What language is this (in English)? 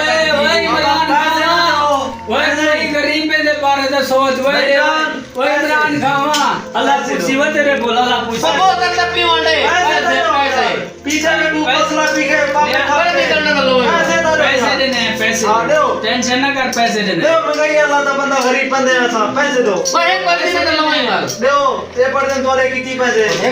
Saraiki